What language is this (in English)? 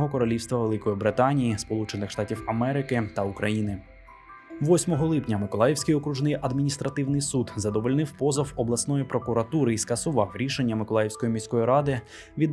Ukrainian